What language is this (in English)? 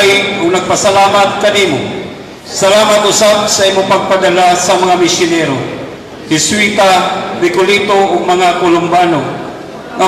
Cebuano